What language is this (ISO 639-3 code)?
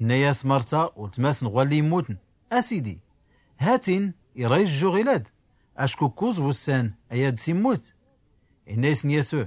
shi